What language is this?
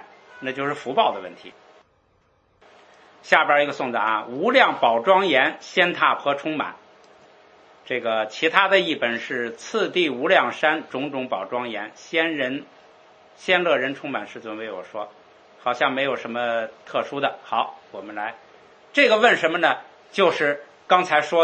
Chinese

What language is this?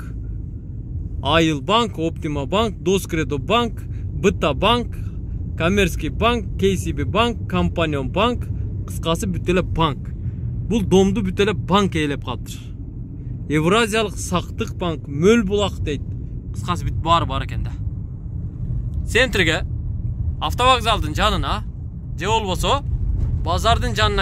Kyrgyz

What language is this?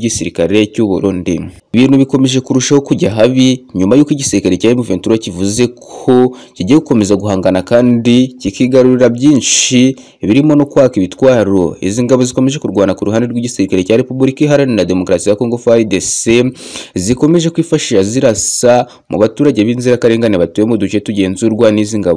Kinyarwanda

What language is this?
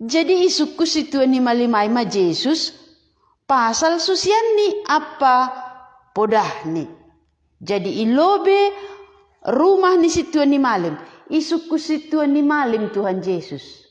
Batak Simalungun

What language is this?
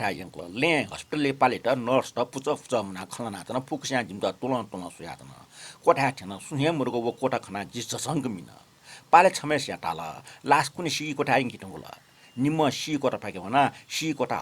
Newari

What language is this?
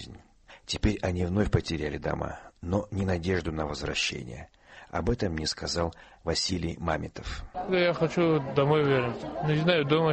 Russian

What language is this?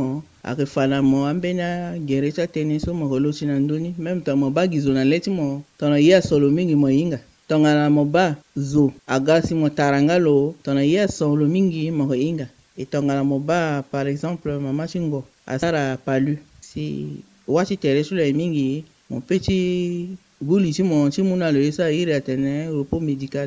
Sango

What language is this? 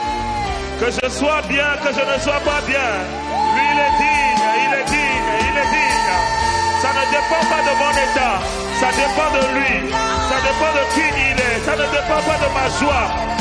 French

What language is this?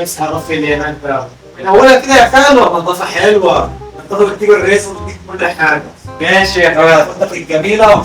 Egyptian Arabic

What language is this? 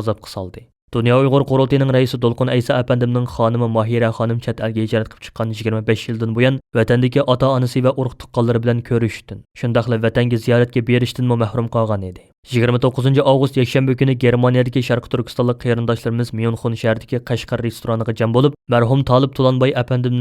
Uyghur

